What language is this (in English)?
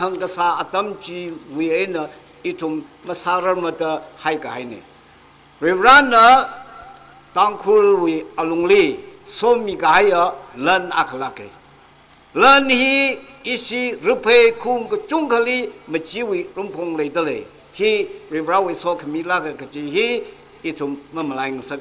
Tangkhul Naga (India)